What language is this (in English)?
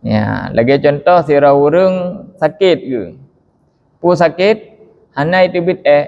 Achinese